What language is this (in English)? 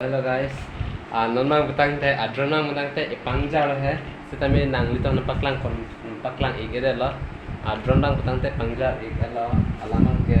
Karbi